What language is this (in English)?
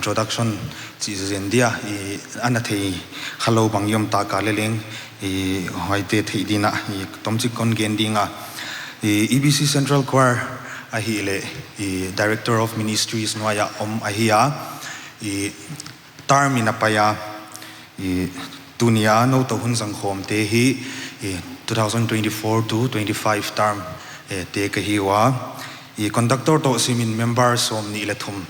Paite Chin